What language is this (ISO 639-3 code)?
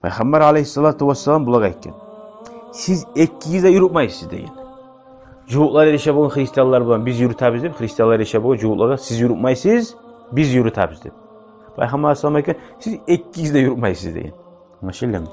kum